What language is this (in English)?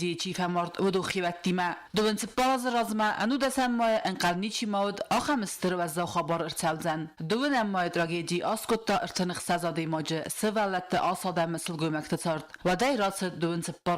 Ossetic